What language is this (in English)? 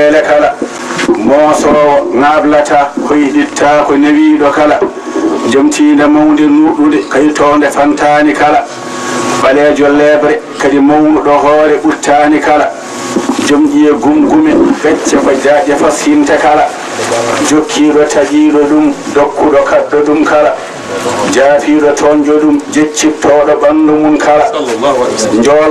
Fula